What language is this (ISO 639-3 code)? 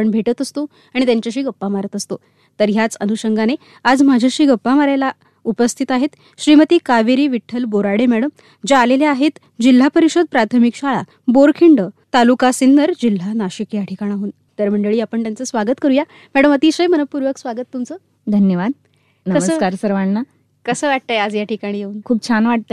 mar